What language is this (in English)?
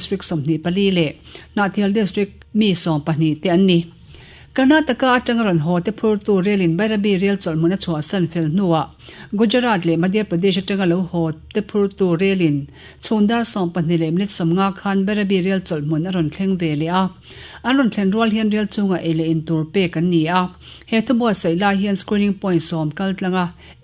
Mizo